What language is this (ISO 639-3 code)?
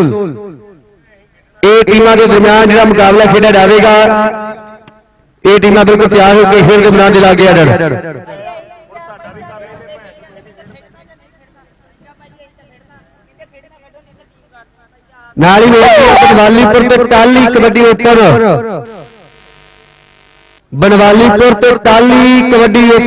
pan